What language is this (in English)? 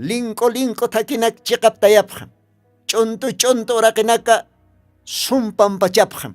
Aymara